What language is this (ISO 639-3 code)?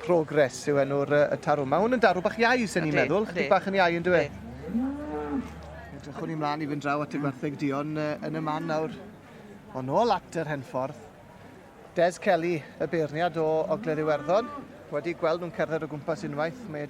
cym